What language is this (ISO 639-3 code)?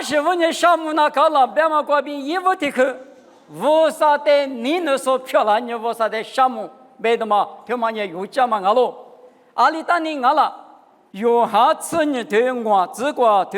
lis